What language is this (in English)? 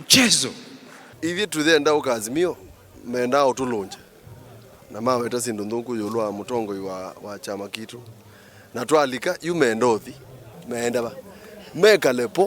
Kamba